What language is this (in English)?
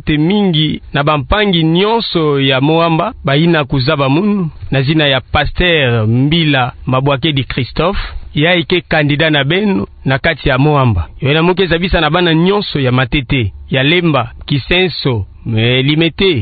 Kituba (Democratic Republic of Congo)